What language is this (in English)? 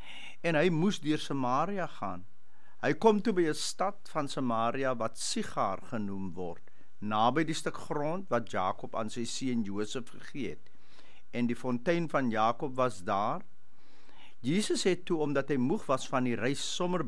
Afrikaans